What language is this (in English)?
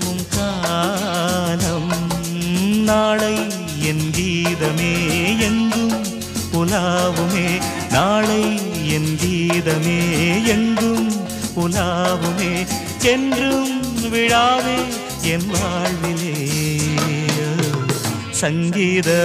Tamil